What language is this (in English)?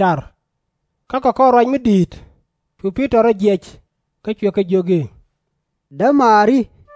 Nuer